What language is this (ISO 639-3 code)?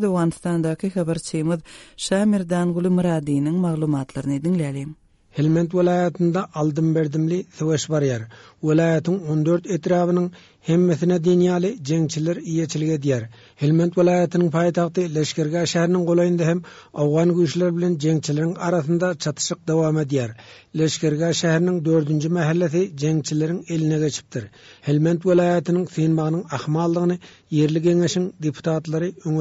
tuk